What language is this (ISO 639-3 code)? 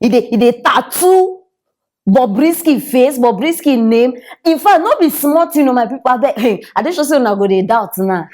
pcm